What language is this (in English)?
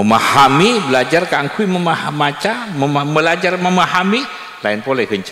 Madurese